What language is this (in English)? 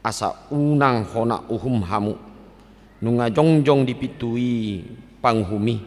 Batak Toba